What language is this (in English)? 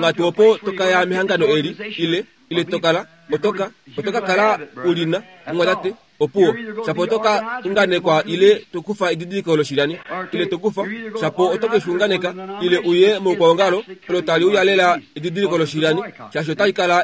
Kuanyama